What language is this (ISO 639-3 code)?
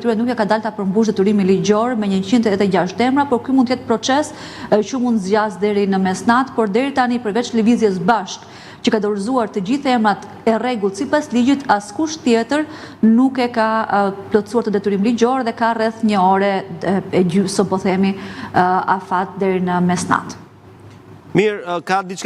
sqi